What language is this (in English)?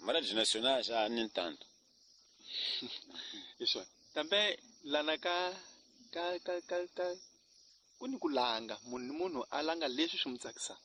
Tsonga